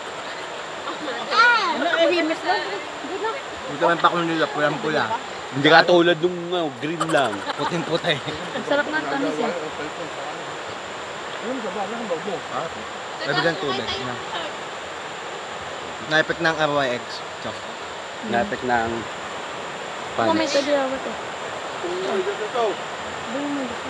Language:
Filipino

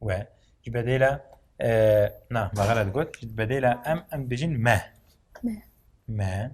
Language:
Kurdish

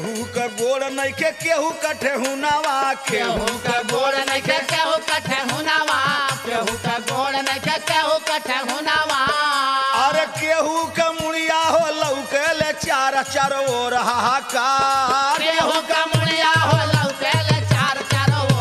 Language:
Bhojpuri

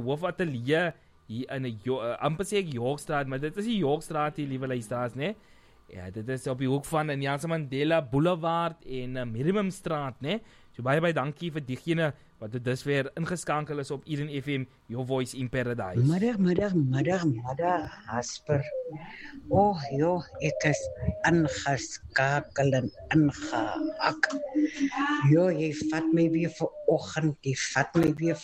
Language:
Afrikaans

